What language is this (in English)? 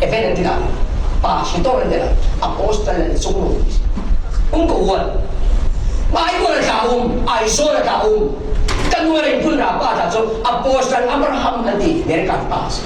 Falam Chin